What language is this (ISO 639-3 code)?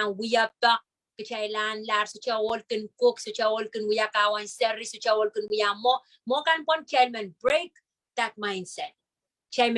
pon